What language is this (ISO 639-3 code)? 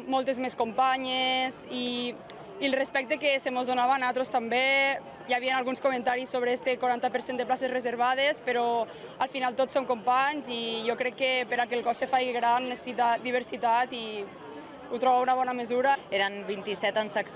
cat